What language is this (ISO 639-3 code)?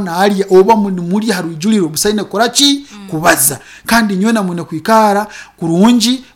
nyo